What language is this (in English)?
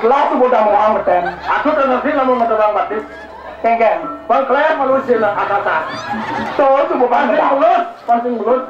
Balinese